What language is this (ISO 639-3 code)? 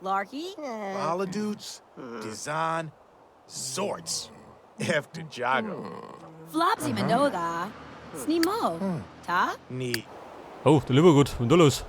bar